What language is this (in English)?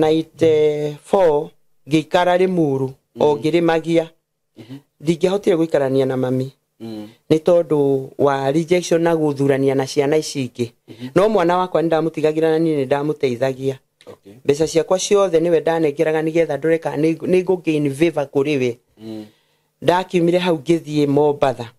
Kikuyu